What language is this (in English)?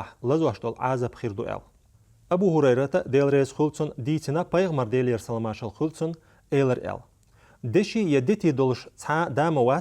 Chechen